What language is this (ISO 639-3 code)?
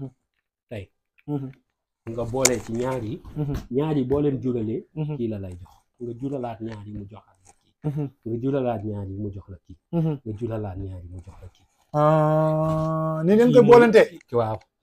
wol